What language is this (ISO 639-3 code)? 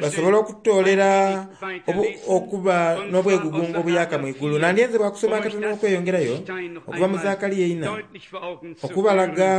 xog